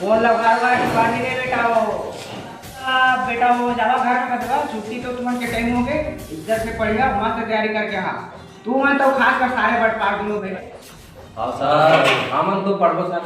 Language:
Chhattisgarhi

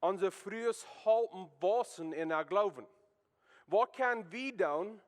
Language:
Plautdietsch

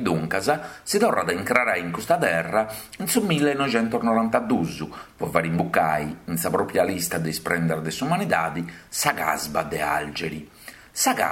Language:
Sardinian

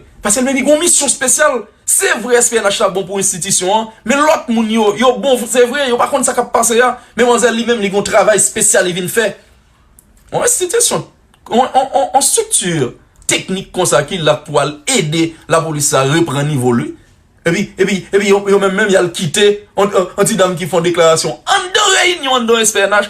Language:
Haitian Creole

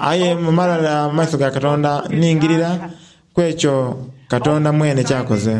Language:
Soga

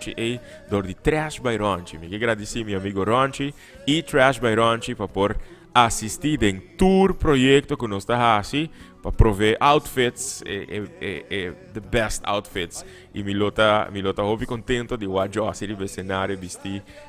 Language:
Papiamento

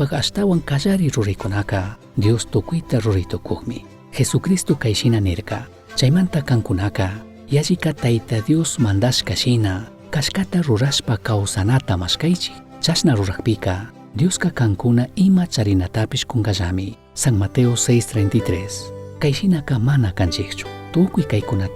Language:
Chimborazo Highland Quichua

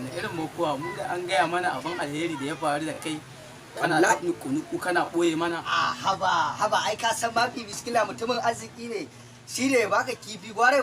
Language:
Hausa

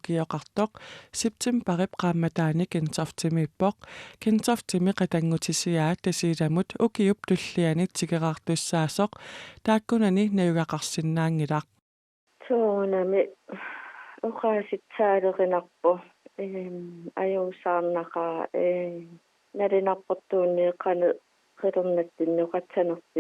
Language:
Kalaallisut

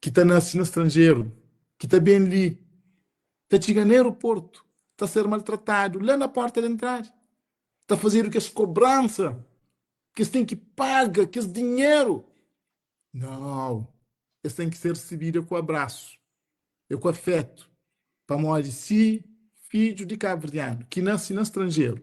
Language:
Kabuverdianu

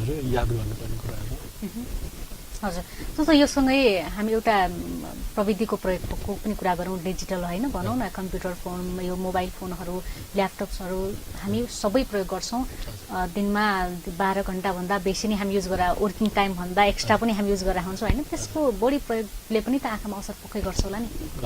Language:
Nepali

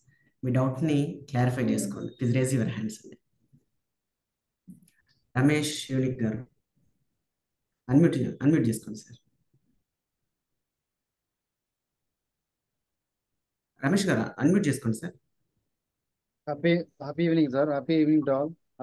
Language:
Telugu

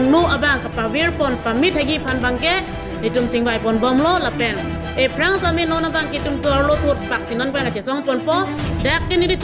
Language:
Karbi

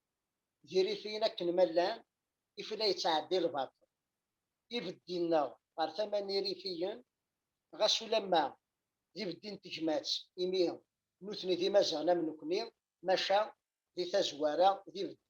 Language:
Kabyle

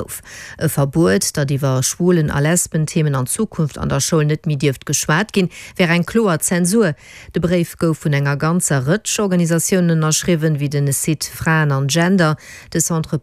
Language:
Luxembourgish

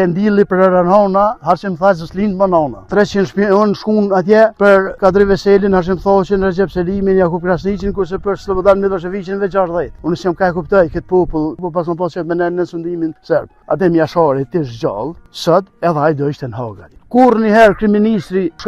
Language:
Albanian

